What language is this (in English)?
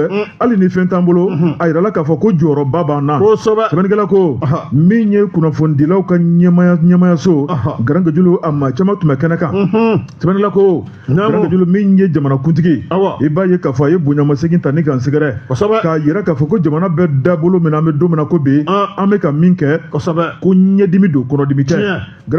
Bambara